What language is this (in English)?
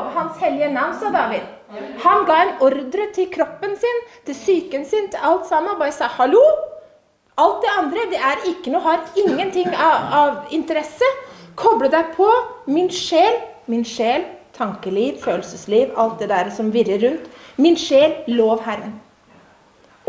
Norwegian